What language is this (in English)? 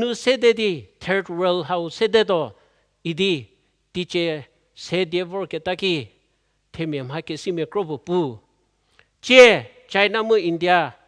Angami Naga